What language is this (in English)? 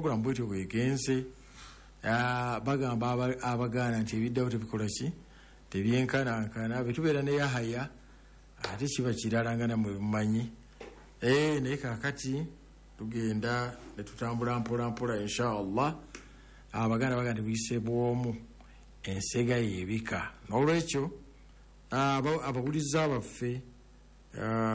Ganda